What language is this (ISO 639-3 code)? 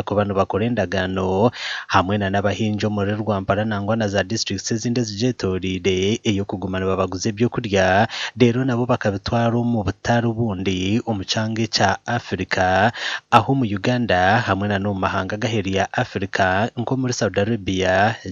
nyn